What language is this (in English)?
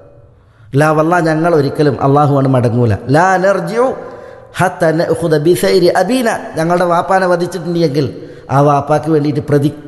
Malayalam